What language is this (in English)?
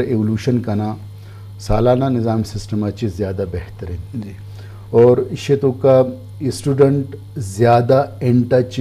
Eastern Balochi